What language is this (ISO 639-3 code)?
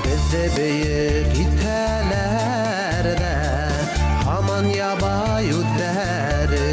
bak